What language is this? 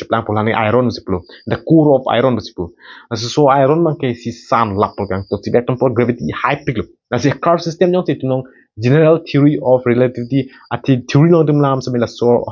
Karbi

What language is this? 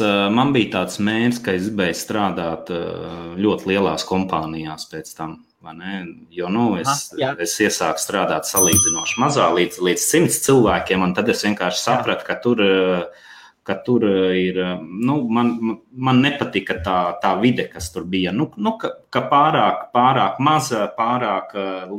Latvian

